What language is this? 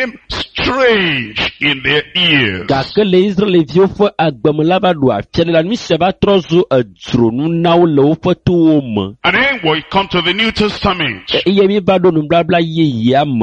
Ewe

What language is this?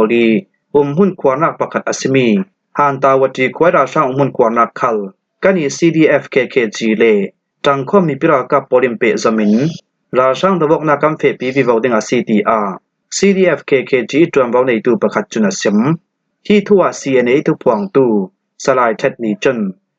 Falam Chin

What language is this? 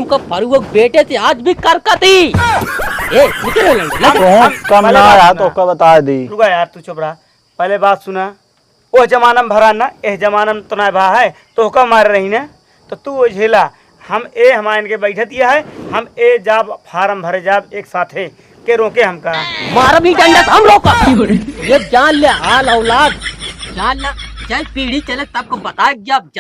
Awadhi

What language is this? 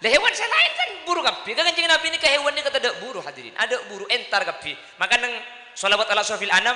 Madurese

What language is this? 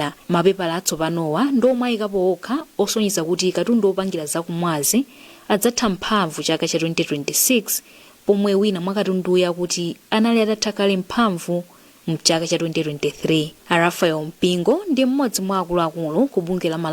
Nyanja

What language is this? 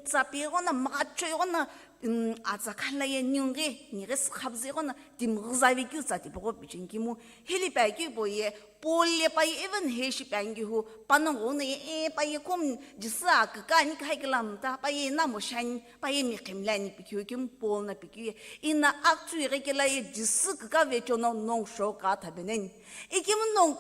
Sumi Naga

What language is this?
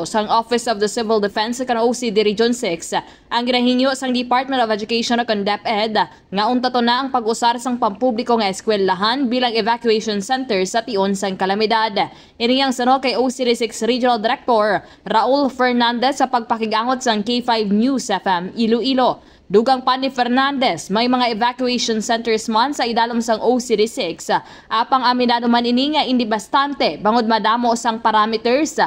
Hiligaynon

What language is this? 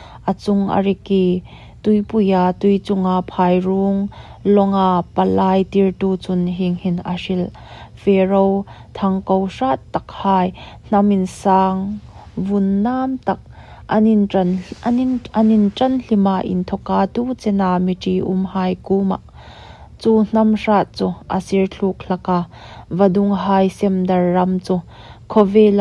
Hmar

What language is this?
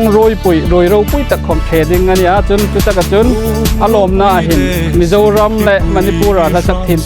Hmar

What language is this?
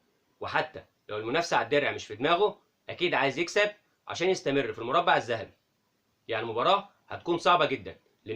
Egyptian Arabic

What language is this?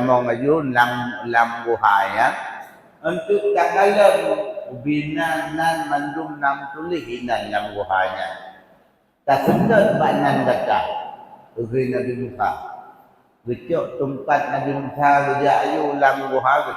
Achinese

